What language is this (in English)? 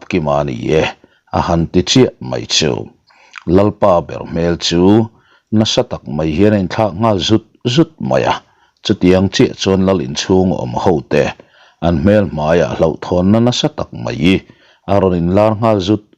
Mizo